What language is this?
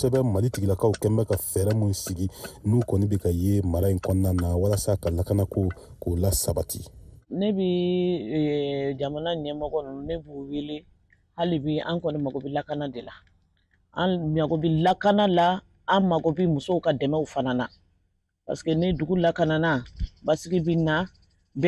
Bambara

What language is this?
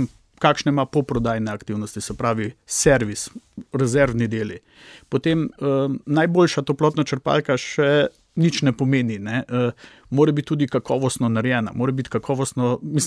Slovenian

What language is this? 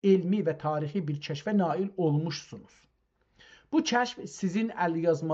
South Azerbaijani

